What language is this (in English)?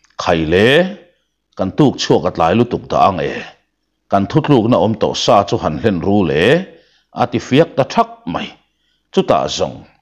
Mizo